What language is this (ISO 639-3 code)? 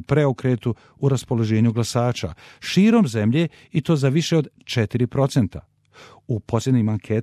hrv